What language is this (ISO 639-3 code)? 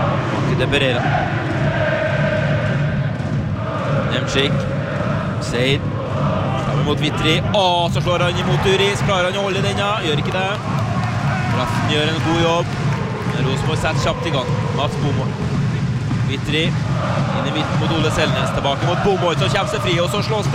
nor